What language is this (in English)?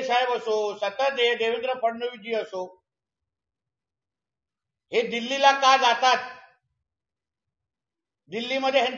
Marathi